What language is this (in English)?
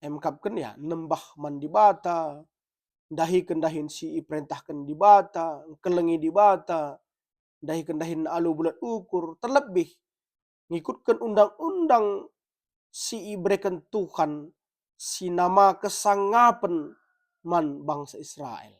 Batak Karo